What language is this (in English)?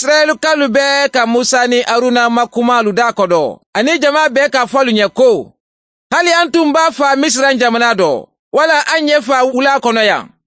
Mandingo